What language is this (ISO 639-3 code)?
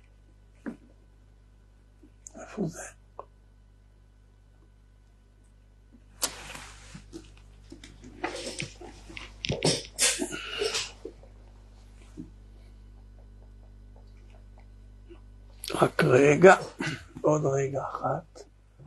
heb